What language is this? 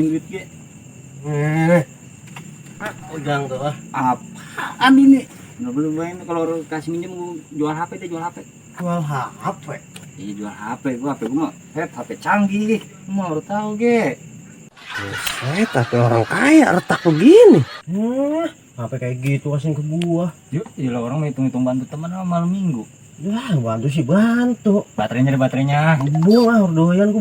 Betawi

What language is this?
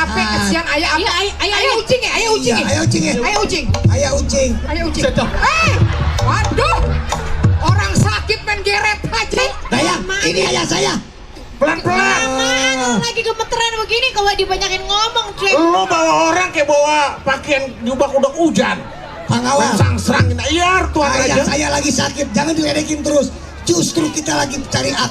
Betawi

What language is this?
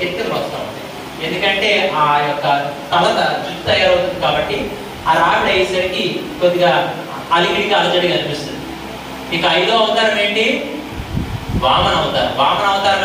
Telugu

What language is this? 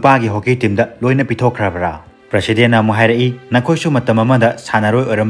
Manipuri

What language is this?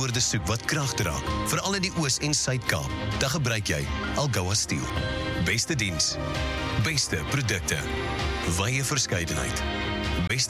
Afrikaans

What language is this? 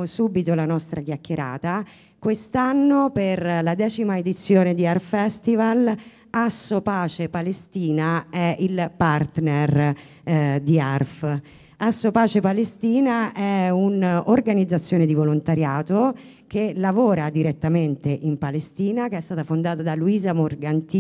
Italian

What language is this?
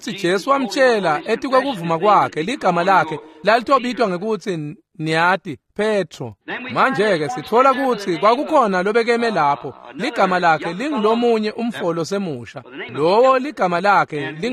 Swati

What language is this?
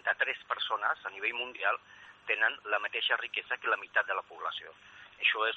Catalan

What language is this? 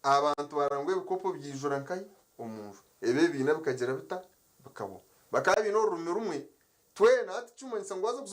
Nyankole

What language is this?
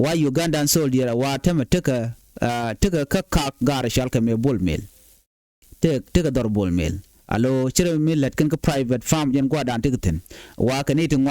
Nuer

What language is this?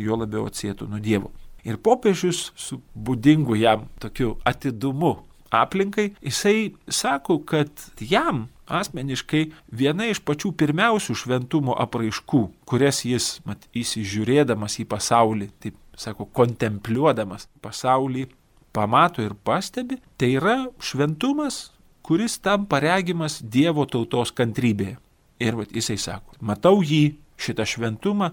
Lithuanian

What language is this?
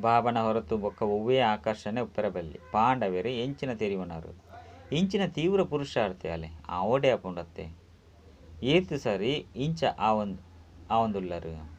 Tulu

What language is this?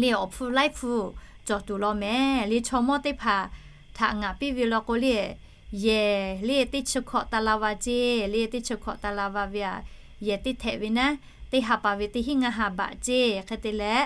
Lahu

